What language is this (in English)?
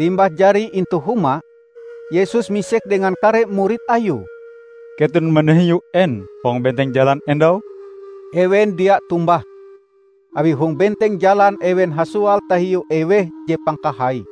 Ngaju